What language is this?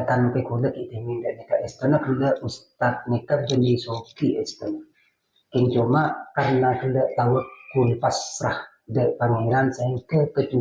Madurese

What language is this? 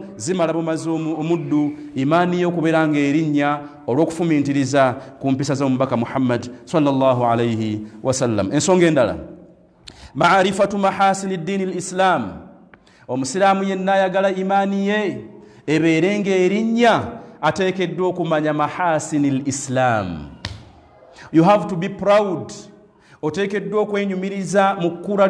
Ganda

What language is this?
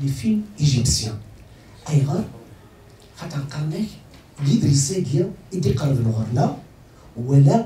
Kabyle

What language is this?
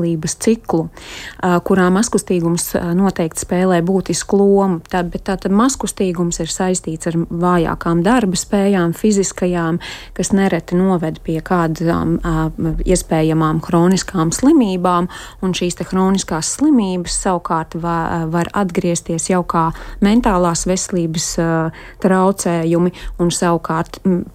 Latvian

